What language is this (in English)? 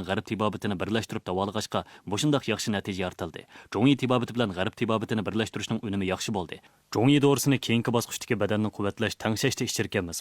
Uyghur